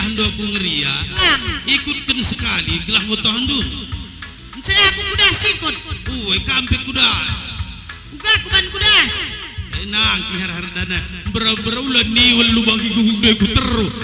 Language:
Batak Karo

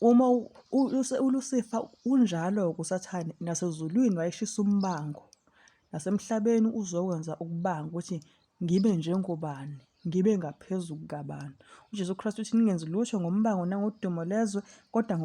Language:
Zulu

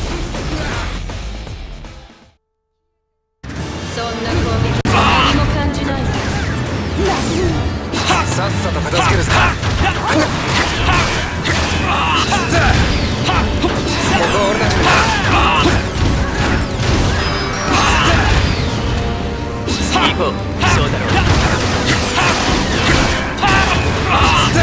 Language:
Japanese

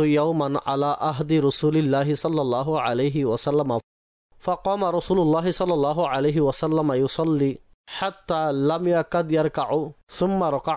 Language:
Bangla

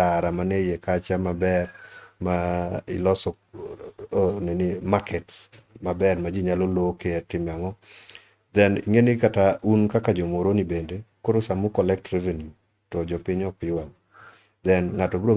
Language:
Luo (Kenya and Tanzania)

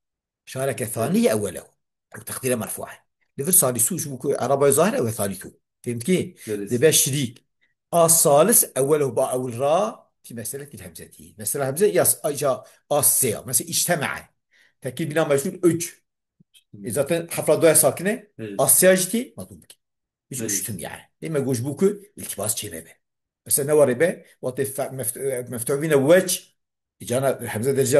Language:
Kurdish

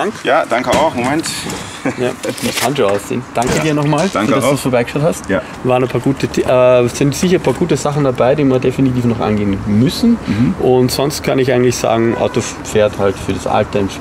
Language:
German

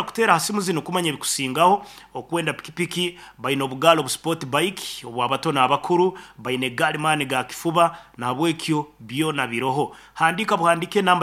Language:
Nyoro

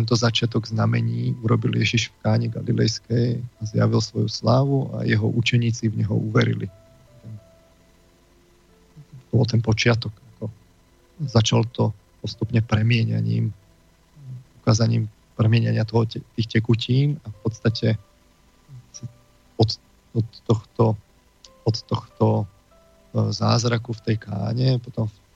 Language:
Slovak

